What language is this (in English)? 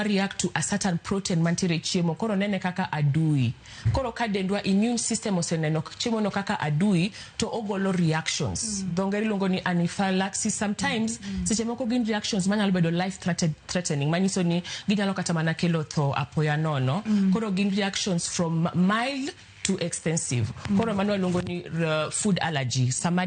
Luo (Kenya and Tanzania)